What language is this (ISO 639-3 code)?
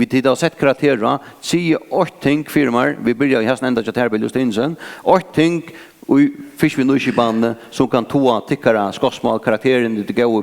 fao